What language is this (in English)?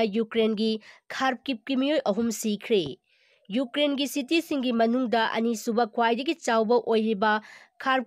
Manipuri